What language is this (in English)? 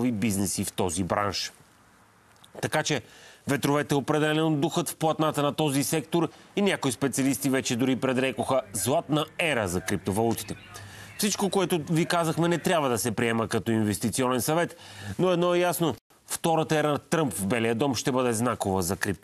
Bulgarian